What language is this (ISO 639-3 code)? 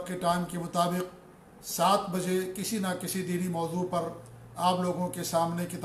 urd